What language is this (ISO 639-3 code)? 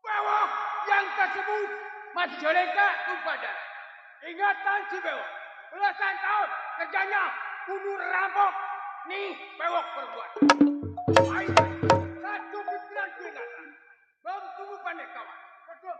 bew